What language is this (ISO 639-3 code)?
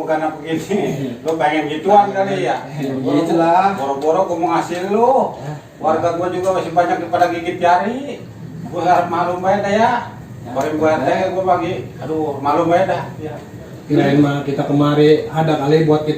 bew